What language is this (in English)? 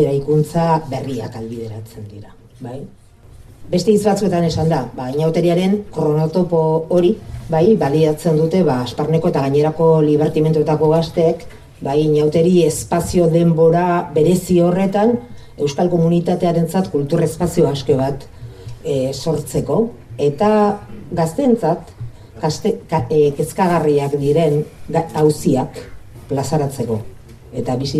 Basque